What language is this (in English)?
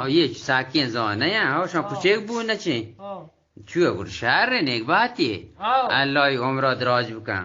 Eastern Balochi